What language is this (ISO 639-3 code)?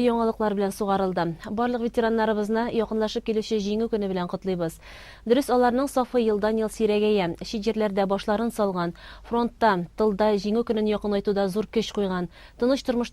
tat